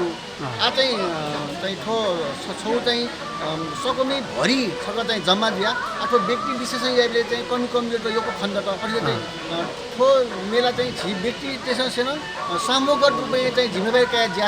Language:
Newari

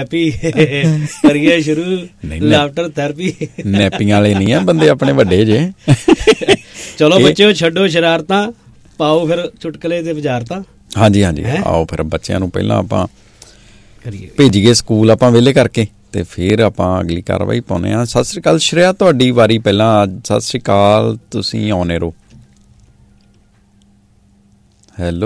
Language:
Punjabi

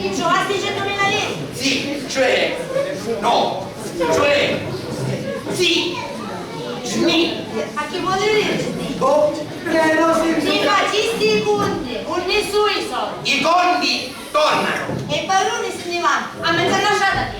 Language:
Sicilian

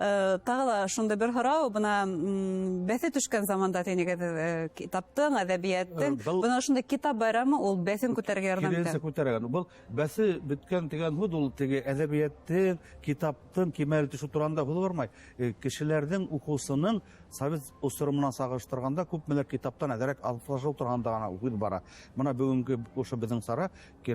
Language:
Bashkir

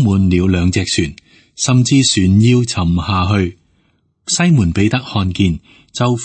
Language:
Cantonese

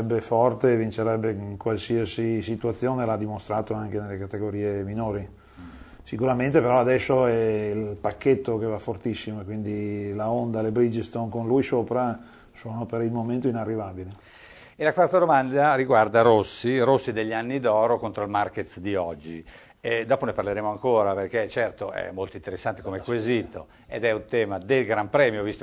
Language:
Italian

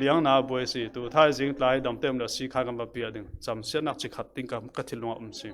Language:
Falam Chin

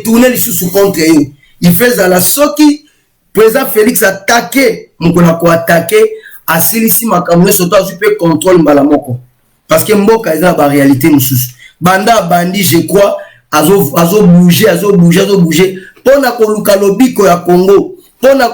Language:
Lingala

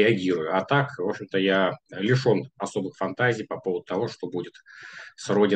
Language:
Russian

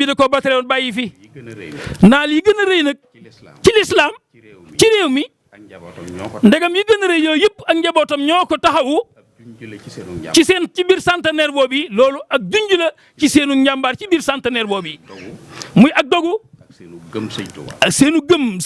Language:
Wolof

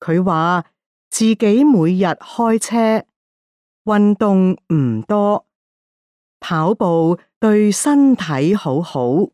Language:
Cantonese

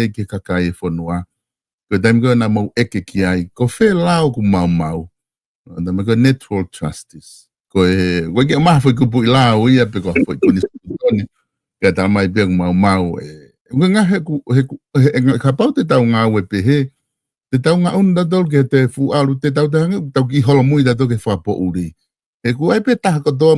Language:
Tongan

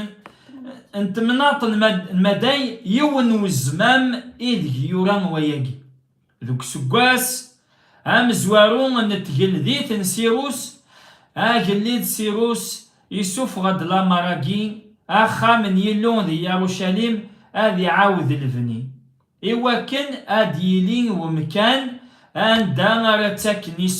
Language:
Kabyle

